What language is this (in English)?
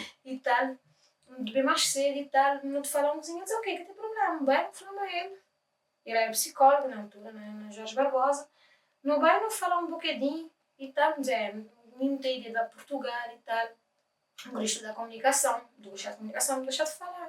Kabuverdianu